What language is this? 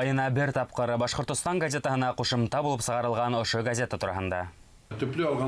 Bashkir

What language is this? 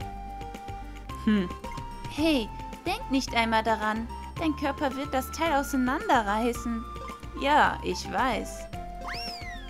German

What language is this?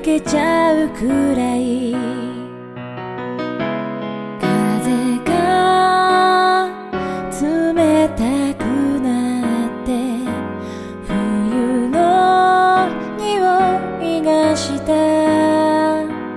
Japanese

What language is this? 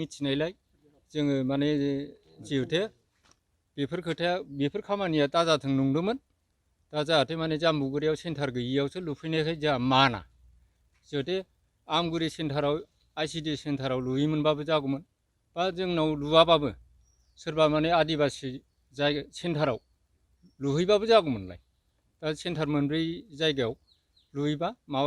Bodo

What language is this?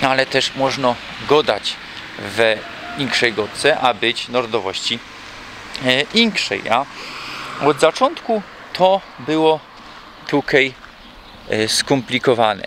Silesian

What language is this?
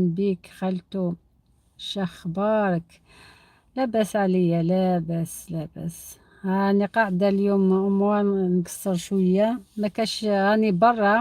Algerian Arabic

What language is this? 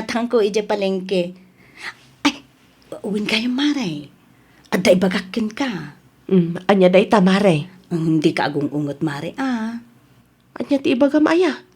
Iloko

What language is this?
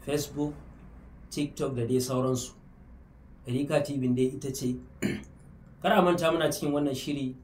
Hausa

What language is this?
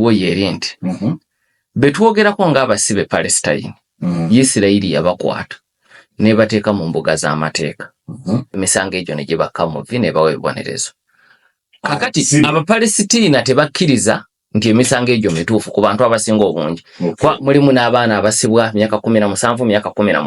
Ganda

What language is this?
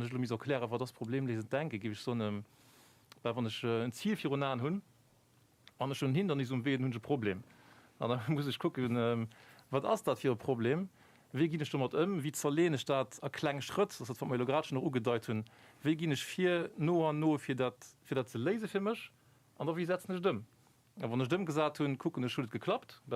Luxembourgish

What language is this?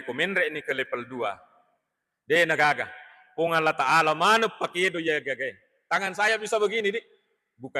Buginese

